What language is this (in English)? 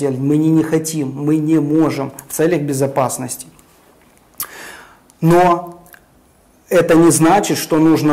Russian